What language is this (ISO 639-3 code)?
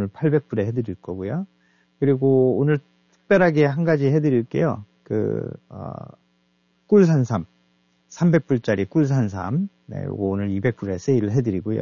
kor